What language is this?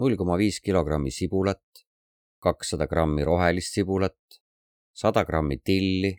Estonian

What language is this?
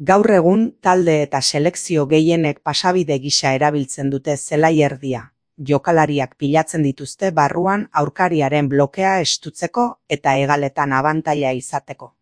Basque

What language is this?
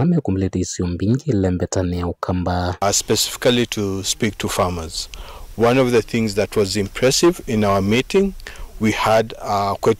Kamba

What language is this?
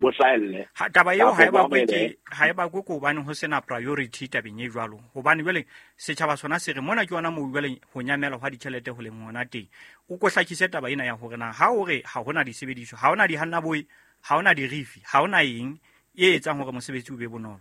Southern Sotho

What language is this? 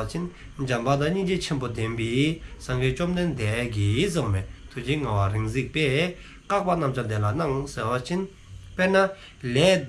Dzongkha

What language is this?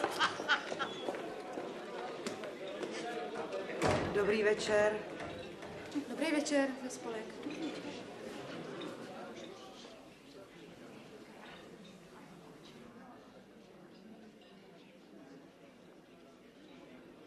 Czech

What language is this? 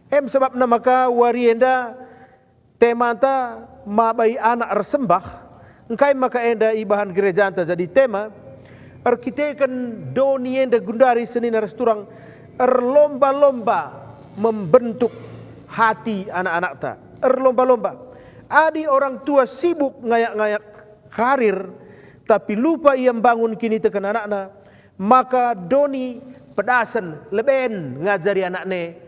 Batak Karo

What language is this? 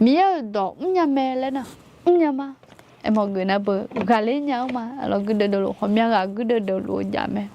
Akha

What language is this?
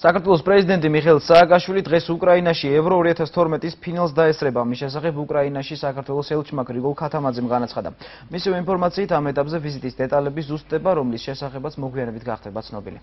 Georgian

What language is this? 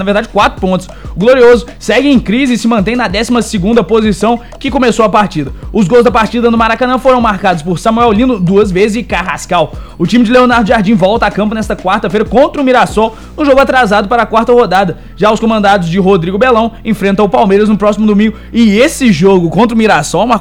Portuguese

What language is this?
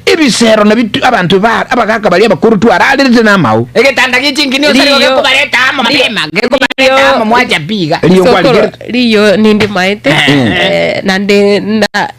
Gusii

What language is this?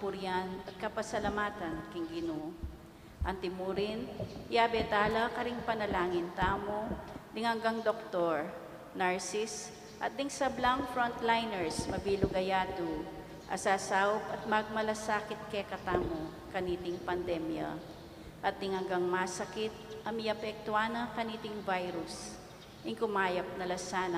Pampanga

